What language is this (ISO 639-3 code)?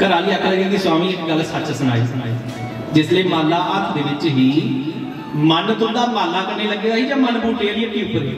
doi